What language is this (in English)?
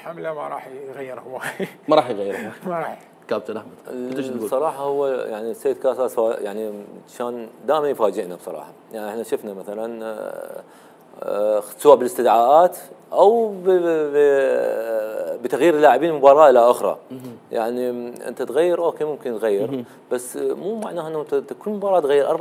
Mesopotamian Arabic